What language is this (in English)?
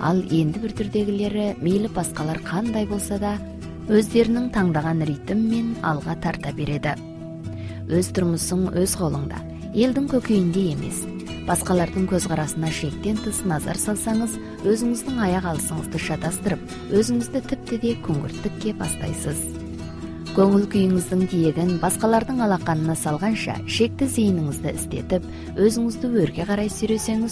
Kazakh